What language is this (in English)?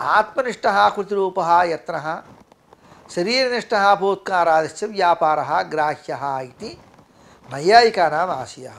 Sanskrit